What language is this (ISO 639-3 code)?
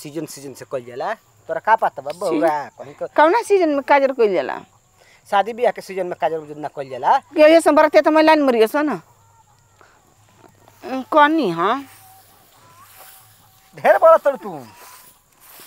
bho